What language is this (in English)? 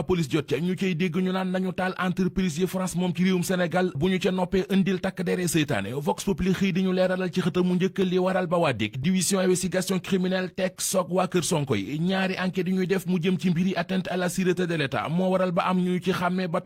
Wolof